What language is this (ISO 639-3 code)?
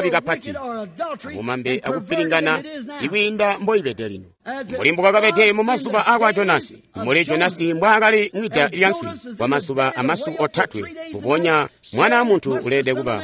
toi